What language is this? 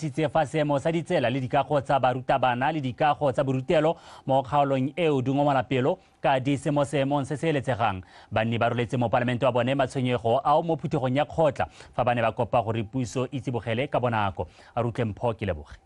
Tswana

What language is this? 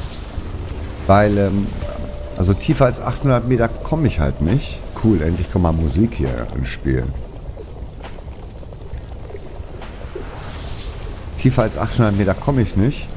German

